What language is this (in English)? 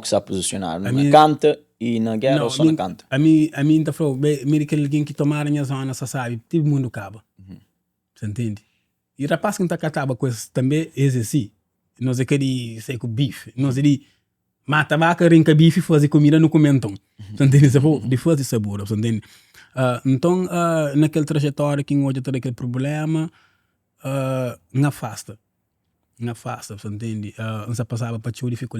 Kabuverdianu